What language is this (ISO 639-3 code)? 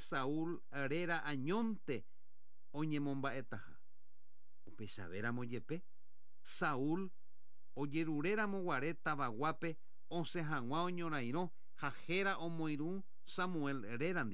grn